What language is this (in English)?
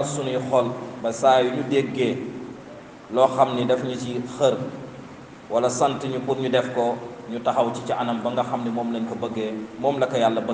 Wolof